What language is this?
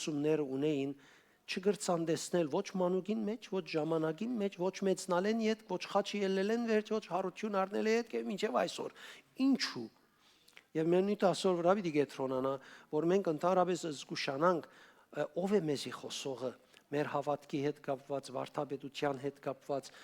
Western Armenian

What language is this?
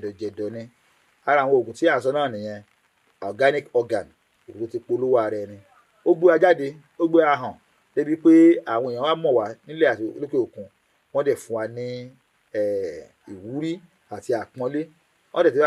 Yoruba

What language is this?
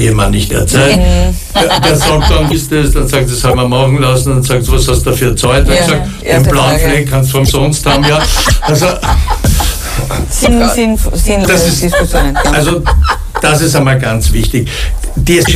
German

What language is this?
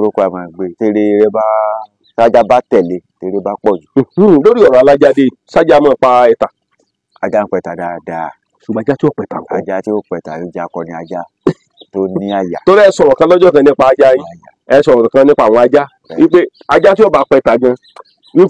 Yoruba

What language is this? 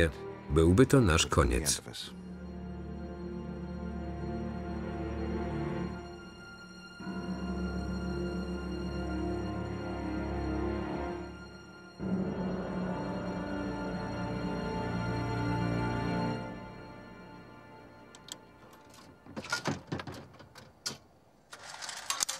Polish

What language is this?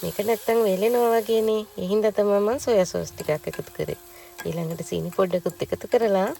Sinhala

